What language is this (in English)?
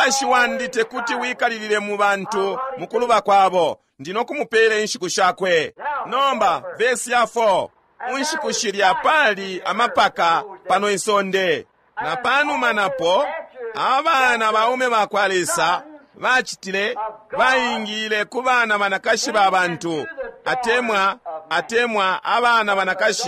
Bemba